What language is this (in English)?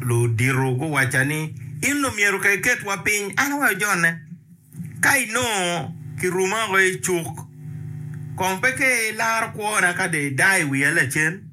Acoli